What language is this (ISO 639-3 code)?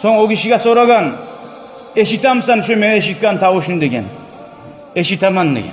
kum